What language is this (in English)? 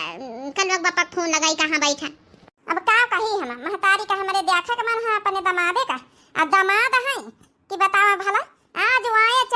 Awadhi